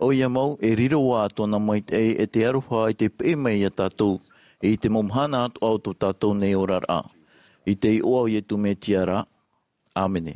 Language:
Tahitian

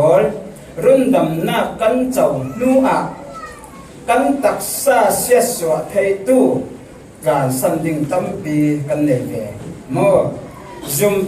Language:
Falam Chin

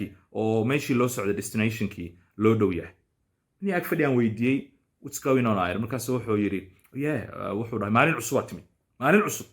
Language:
Somali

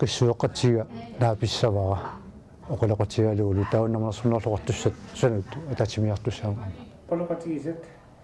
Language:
Kalaallisut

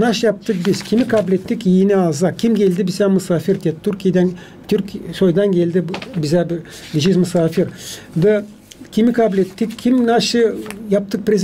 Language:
Gagauz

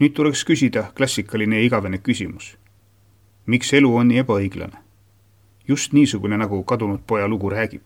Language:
Estonian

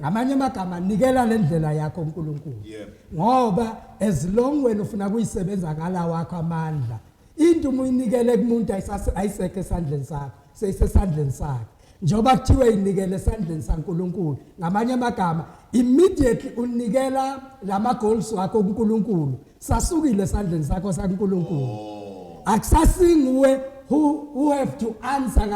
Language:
Zulu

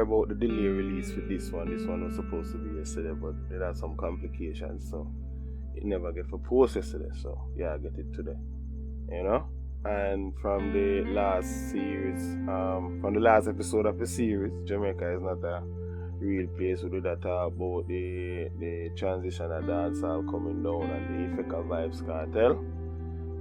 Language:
Jamaican Creole English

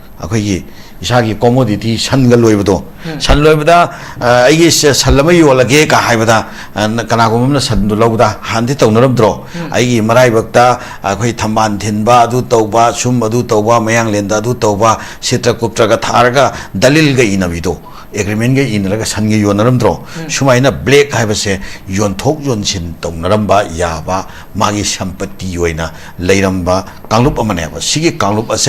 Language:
Manipuri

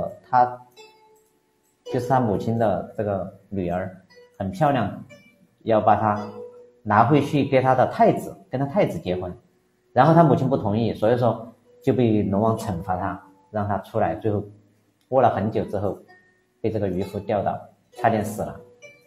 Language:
Chinese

